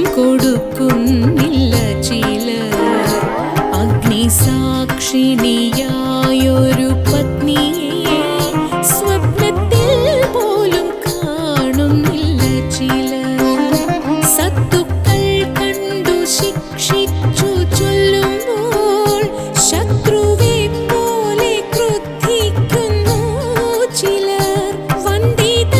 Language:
Malayalam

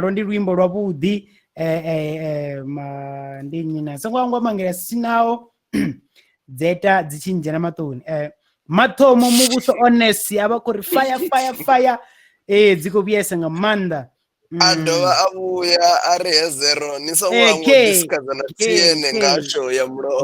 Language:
Venda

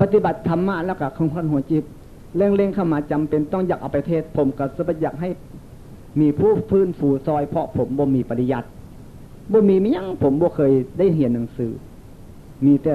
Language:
Northeastern Thai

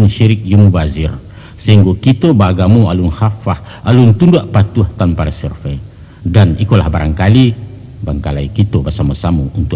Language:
Minangkabau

